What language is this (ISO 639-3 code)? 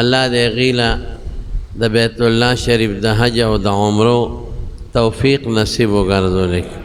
pus